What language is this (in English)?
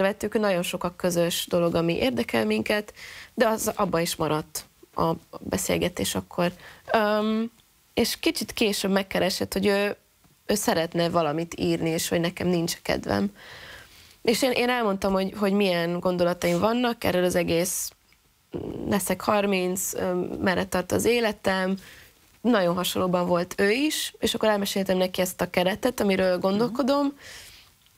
Hungarian